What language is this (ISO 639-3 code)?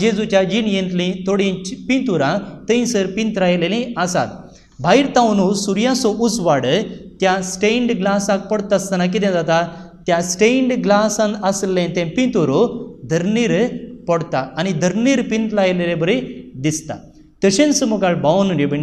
kok